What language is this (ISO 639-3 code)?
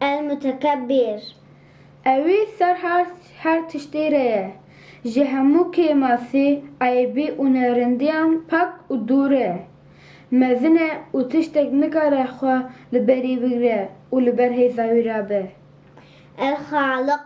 kur